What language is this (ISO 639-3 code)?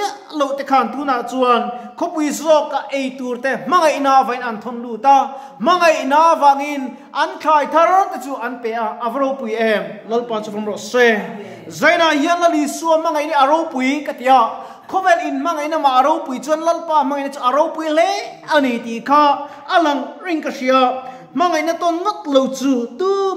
lus